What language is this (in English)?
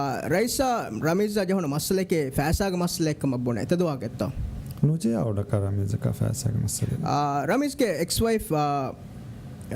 Divehi